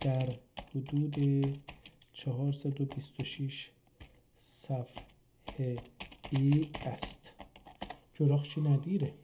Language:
South Azerbaijani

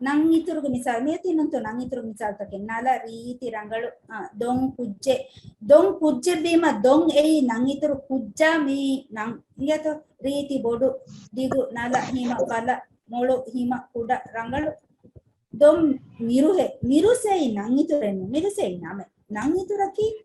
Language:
Divehi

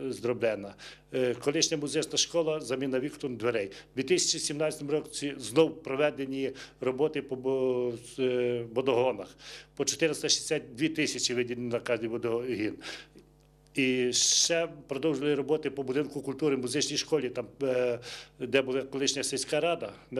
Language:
Ukrainian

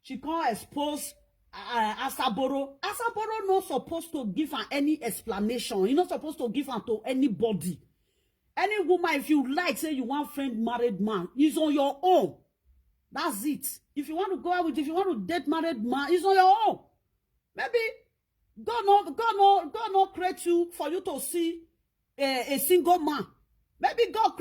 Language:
Nigerian Pidgin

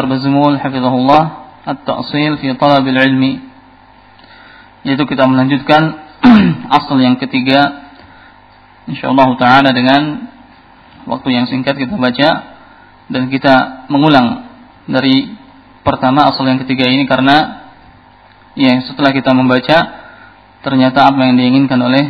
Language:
Indonesian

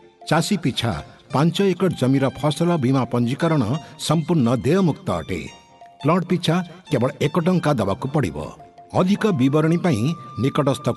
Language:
Odia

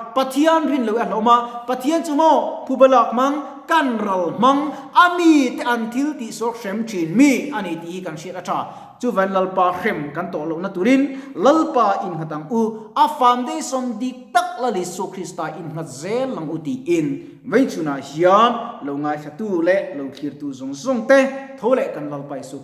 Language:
Mizo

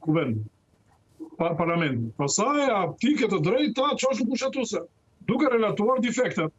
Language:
Albanian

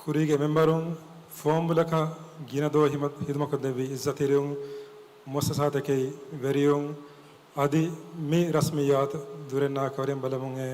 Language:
Divehi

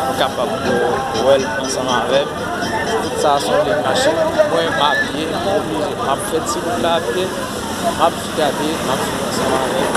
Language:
Haitian Creole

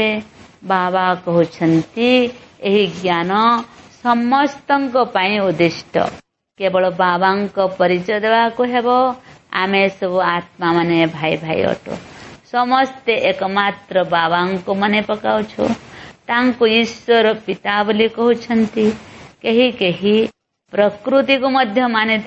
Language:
Odia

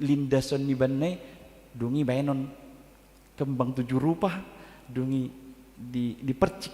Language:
Batak Toba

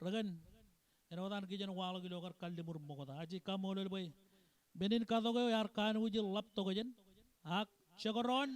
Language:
Marshallese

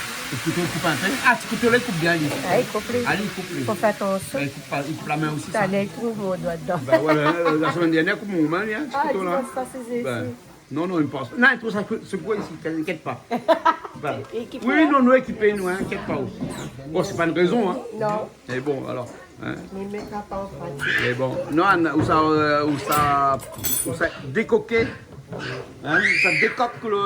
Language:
Réunion Creole French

